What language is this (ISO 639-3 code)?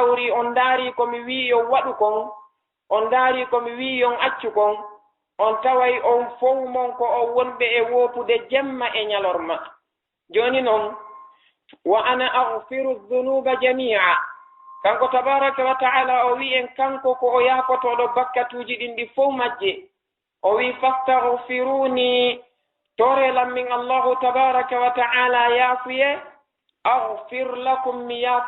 ful